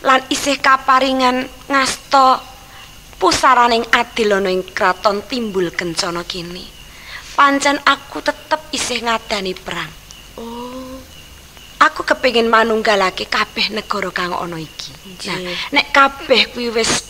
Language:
Javanese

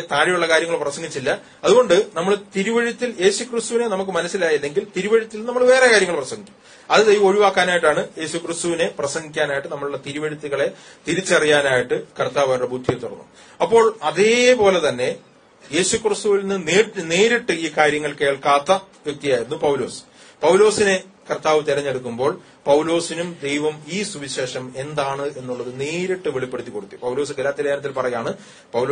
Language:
Malayalam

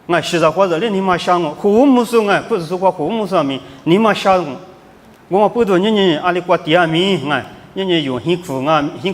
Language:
Lisu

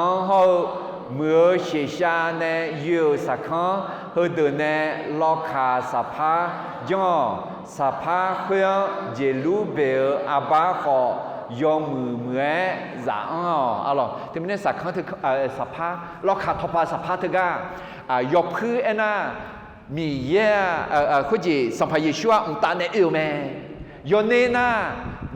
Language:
Akha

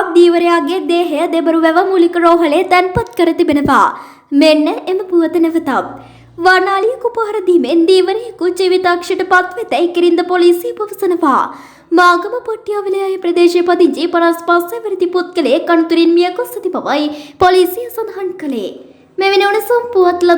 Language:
Sinhala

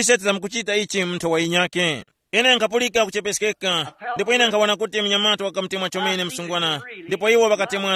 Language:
Tumbuka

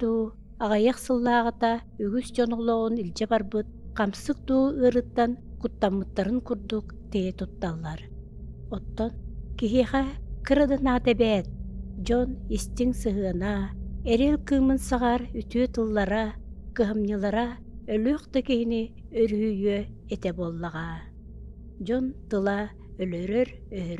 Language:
Yakut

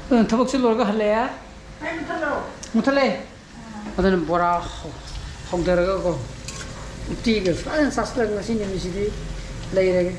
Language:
Manipuri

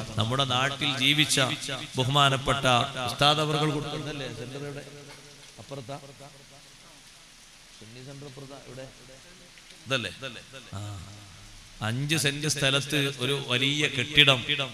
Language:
Malayalam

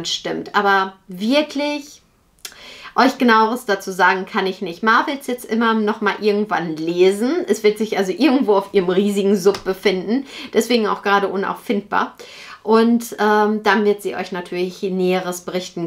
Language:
German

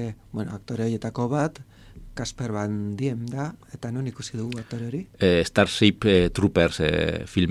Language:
Basque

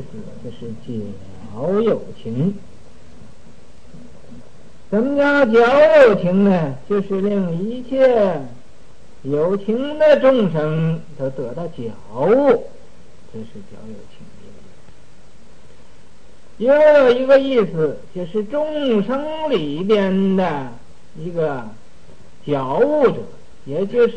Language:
Chinese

